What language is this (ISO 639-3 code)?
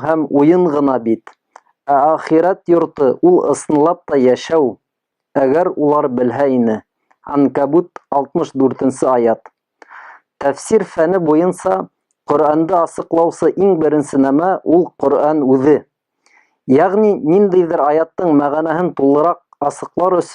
bak